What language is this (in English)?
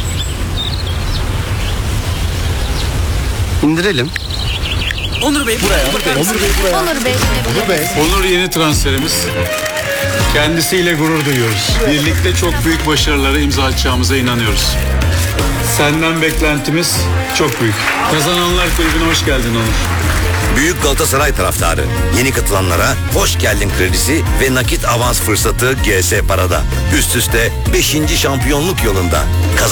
Turkish